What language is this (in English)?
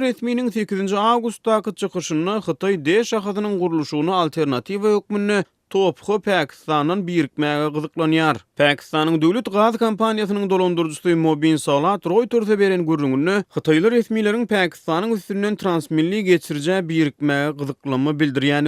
Turkmen